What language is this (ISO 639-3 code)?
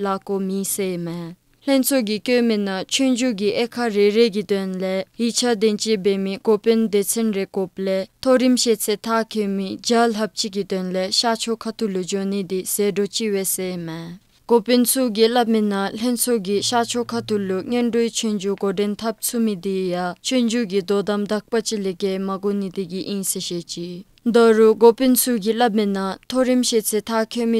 dzo